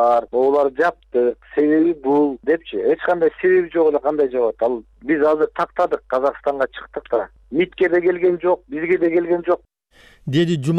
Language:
Kyrgyz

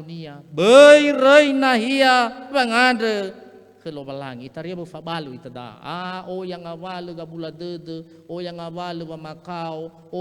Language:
Nias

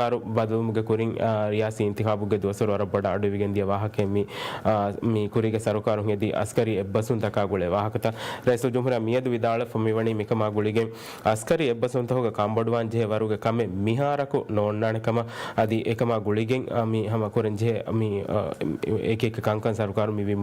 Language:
Divehi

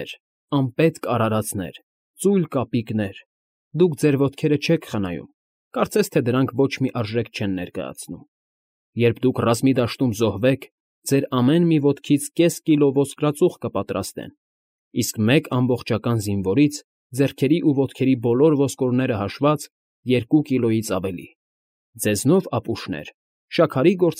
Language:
Armenian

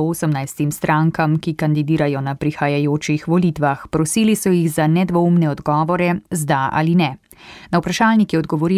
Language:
Slovenian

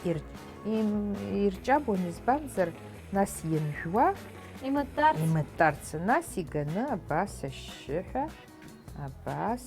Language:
Abkhazian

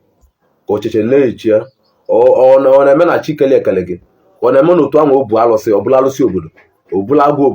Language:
Igbo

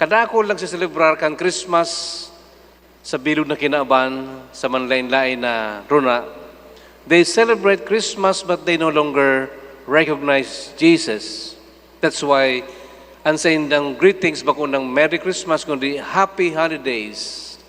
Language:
Bikol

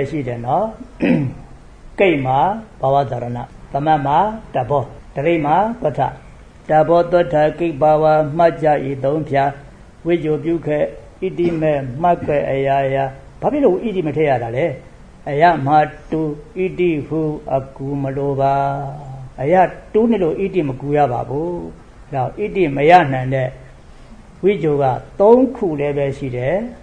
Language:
Burmese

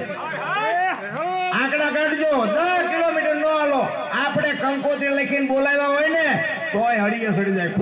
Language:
Gujarati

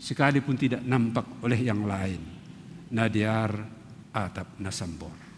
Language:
Batak Simalungun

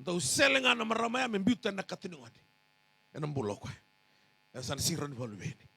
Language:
Fijian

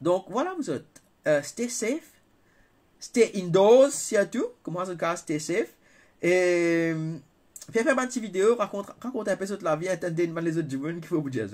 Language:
Morisyen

